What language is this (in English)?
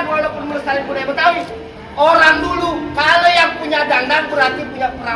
Betawi